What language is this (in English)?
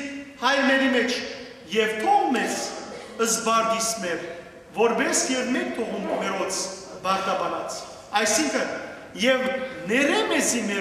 Western Armenian